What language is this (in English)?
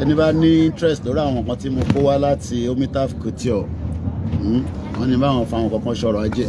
Yoruba